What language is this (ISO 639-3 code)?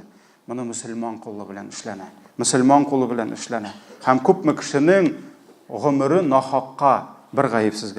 tat